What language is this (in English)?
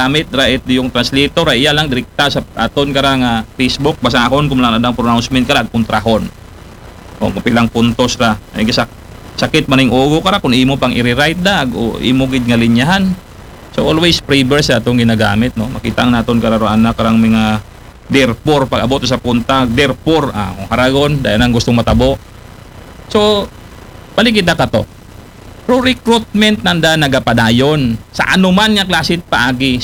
Aklanon